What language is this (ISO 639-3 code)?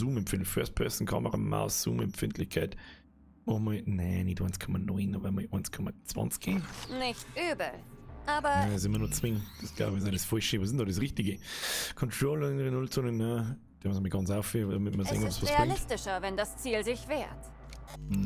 bar